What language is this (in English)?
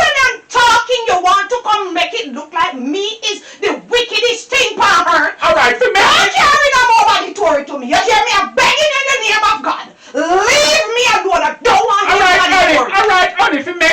Jamaican Creole English